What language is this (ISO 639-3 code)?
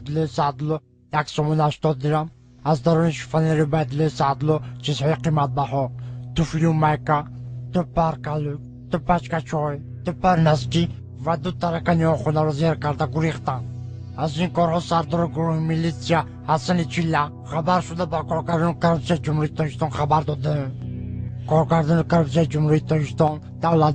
tgk